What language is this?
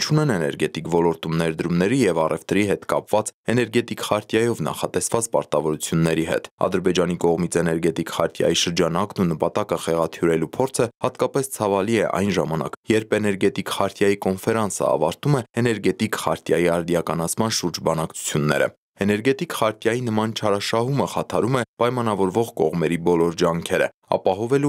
Armenian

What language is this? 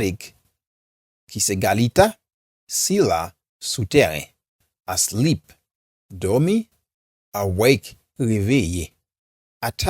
Haitian Creole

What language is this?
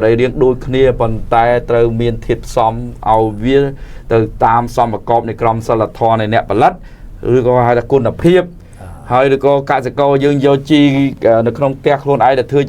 Khmer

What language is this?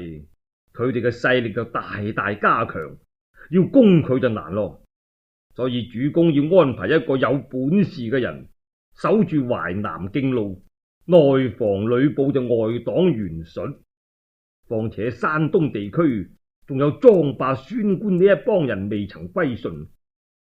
Cantonese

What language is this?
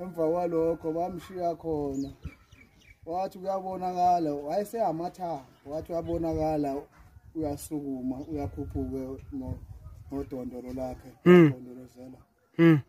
Zulu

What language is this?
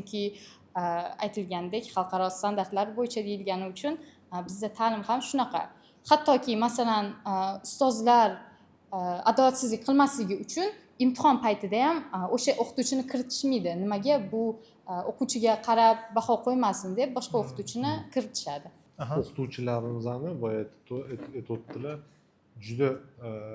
Uzbek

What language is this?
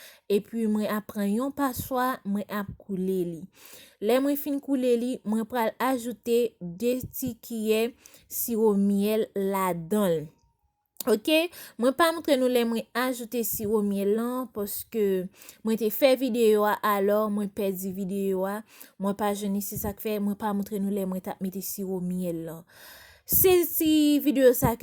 Haitian Creole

